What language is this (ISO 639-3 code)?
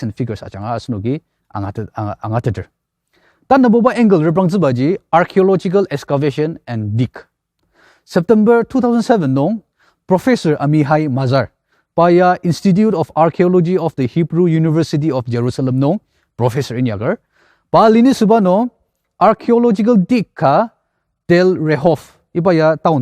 njo